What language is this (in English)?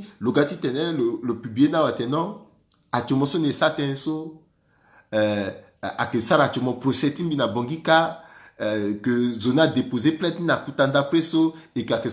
Sango